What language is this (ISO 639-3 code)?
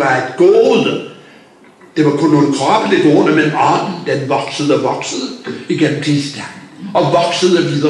dan